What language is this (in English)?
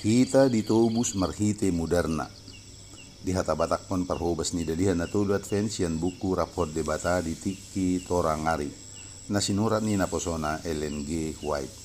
Batak Toba